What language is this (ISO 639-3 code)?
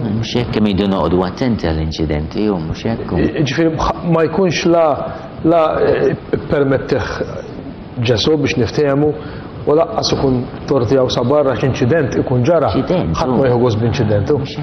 mlt